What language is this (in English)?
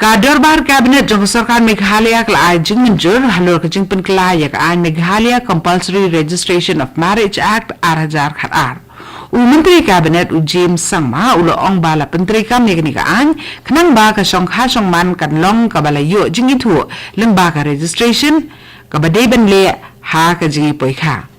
Khasi